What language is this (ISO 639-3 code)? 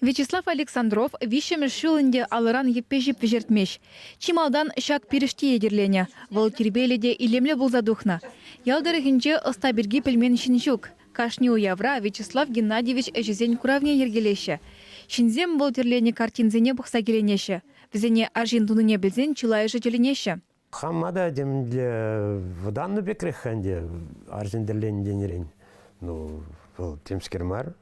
chv